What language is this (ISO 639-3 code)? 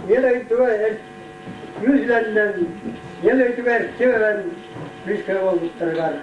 sah